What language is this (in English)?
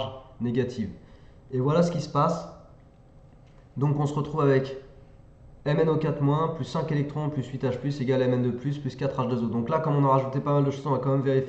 French